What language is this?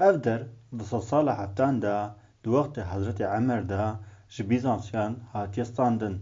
Kurdish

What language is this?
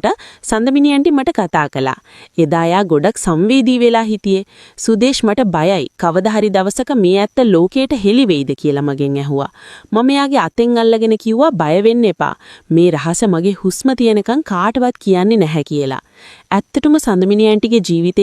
Sinhala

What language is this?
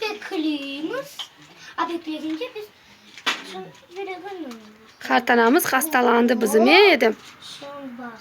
Crimean Tatar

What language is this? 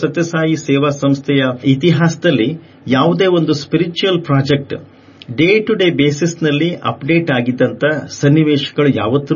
Kannada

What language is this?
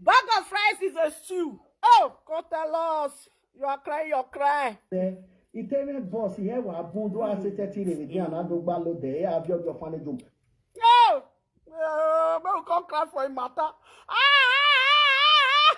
Nigerian Pidgin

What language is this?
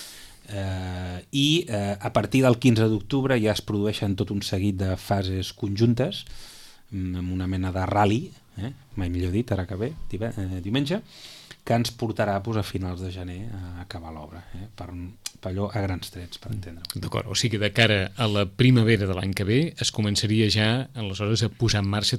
Catalan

